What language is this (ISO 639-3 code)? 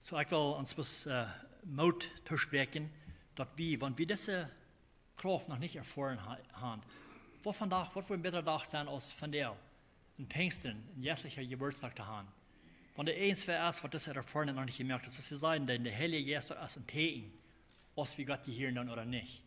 pdt